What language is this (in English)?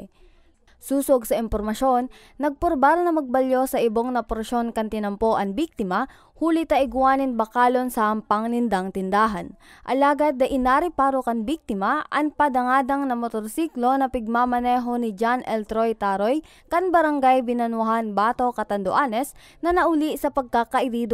Bikol